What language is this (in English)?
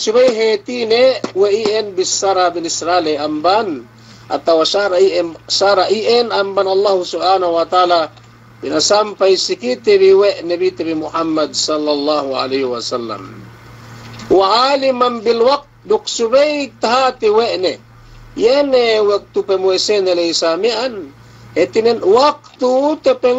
Yakan